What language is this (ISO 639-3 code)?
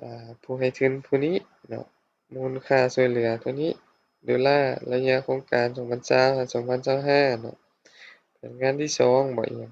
lao